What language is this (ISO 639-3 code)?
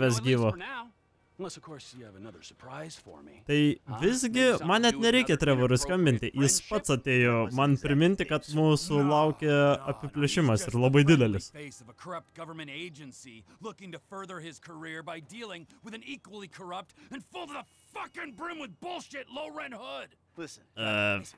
lit